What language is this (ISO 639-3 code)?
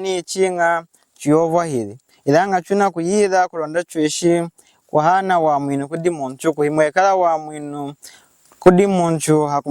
lun